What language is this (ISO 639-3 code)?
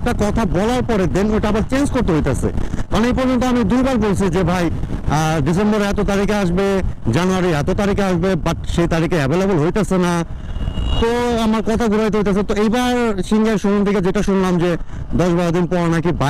ben